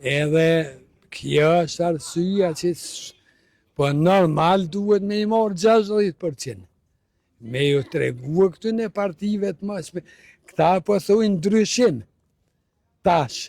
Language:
Albanian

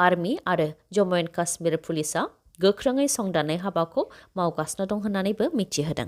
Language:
Bodo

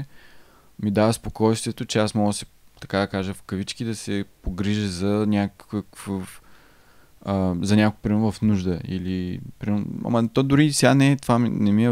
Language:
Bulgarian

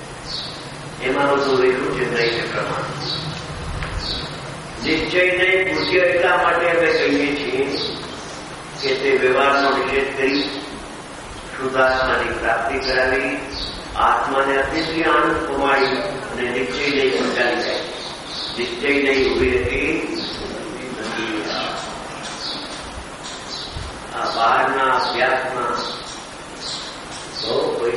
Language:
Gujarati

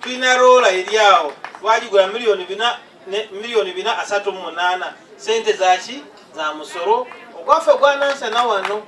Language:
Ganda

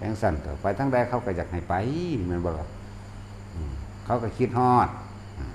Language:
Northeastern Thai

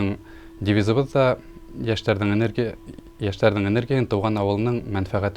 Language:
Bashkir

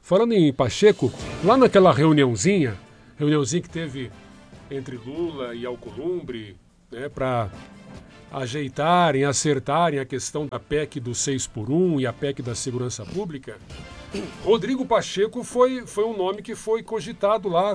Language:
Portuguese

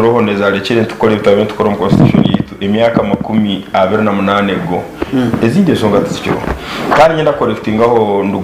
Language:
Nyankole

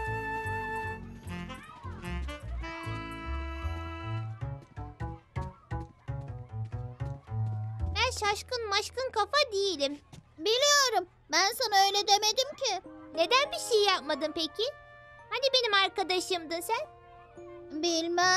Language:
Turkish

